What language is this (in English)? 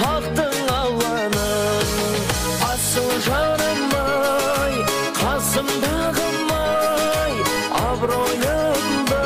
Kara-Kalpak